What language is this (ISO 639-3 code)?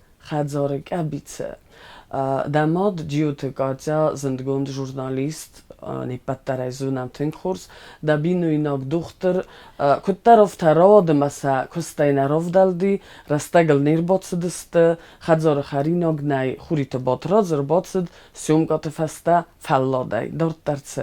oss